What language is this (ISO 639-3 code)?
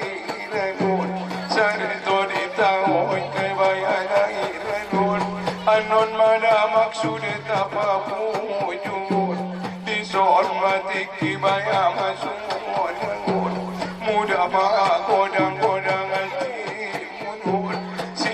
akb